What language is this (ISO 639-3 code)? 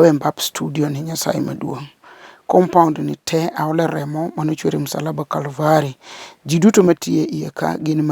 luo